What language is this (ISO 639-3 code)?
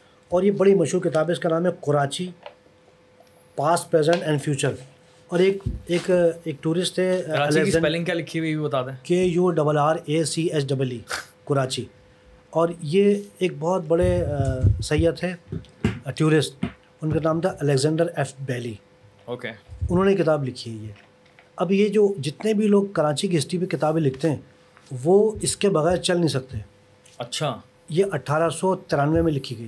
urd